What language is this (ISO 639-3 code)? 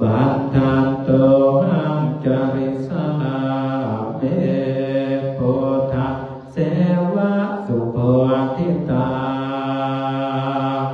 pli